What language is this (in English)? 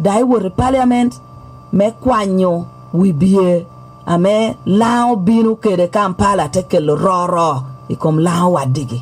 Lango (Uganda)